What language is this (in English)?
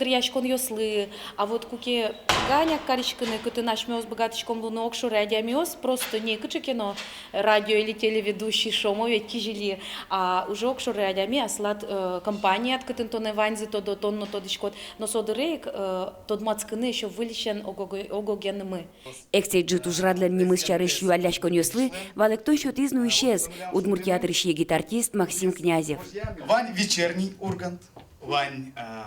Udmurt